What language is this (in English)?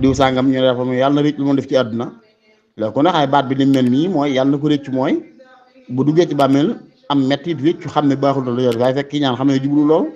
Wolof